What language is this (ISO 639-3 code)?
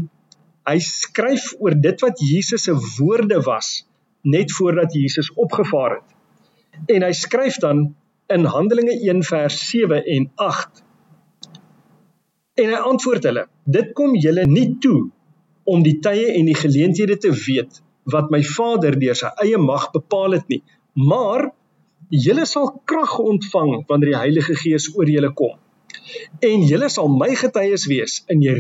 afr